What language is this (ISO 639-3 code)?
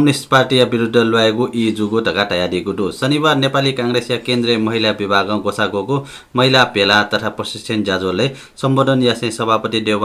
new